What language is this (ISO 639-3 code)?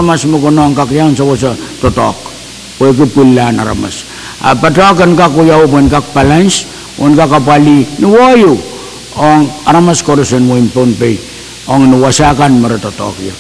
pon